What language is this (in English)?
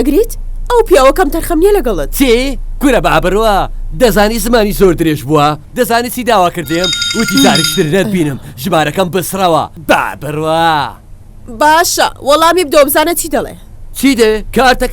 Central Kurdish